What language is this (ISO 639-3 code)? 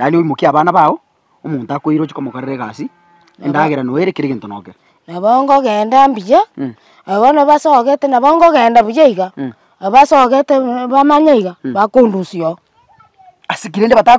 guz